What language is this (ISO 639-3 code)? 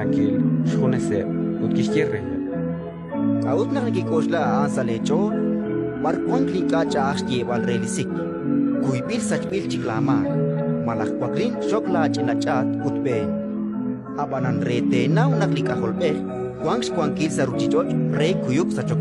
kek